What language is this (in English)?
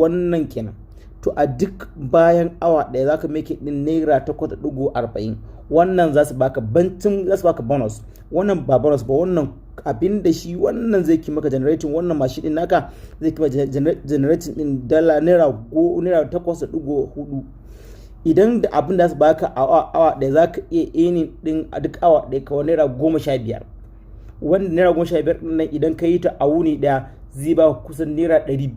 Hausa